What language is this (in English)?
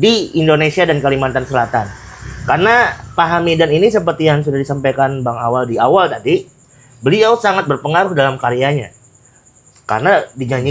Banjar